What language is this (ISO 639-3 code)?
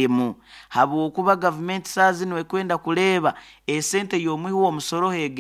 nyo